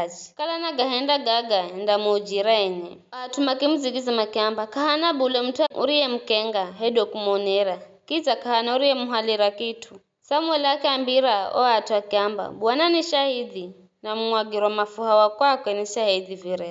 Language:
Giryama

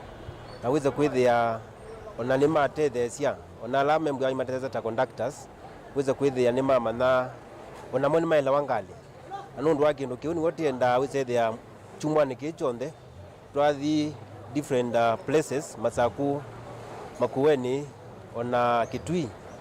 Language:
Kamba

